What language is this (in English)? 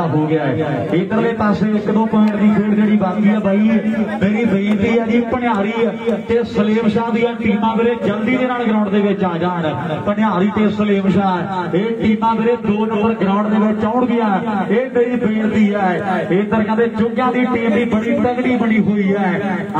Punjabi